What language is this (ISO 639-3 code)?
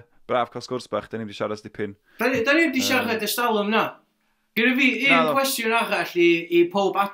cym